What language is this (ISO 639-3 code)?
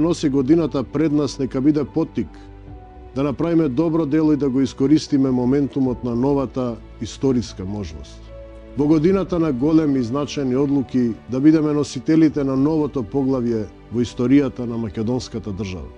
mkd